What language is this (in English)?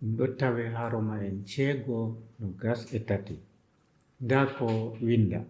Adamawa Fulfulde